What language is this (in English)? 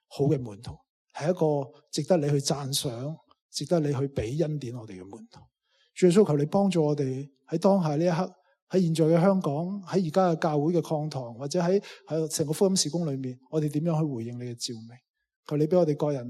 Cantonese